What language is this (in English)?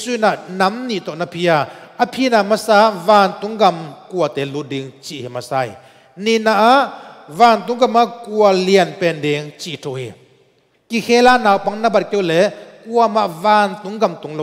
Tedim Chin